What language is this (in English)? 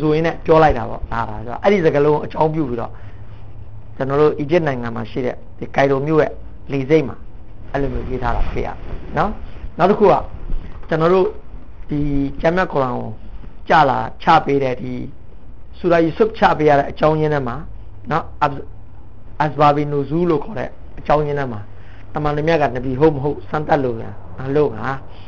Burmese